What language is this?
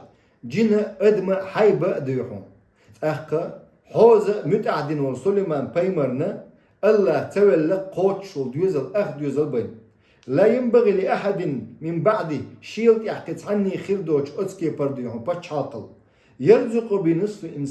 Chechen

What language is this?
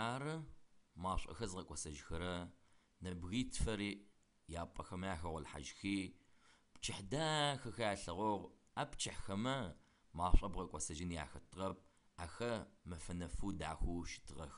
Adyghe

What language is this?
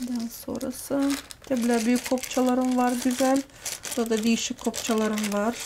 Gagauz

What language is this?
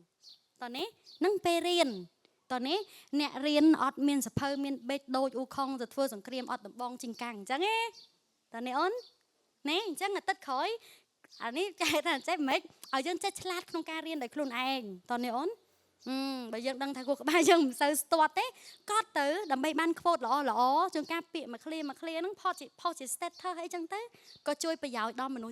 Khmer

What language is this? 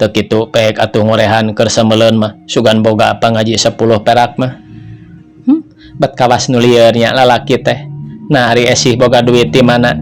Sundanese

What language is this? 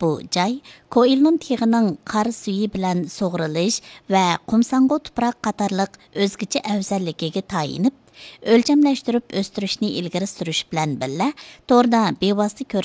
Uyghur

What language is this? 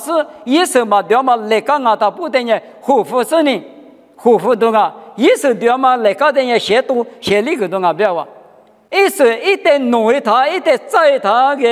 Lisu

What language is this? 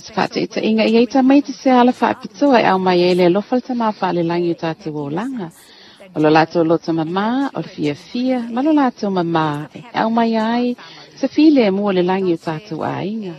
Samoan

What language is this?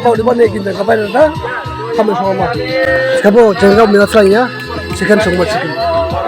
Dimasa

